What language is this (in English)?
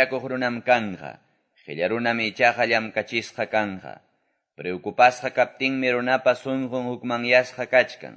Quechua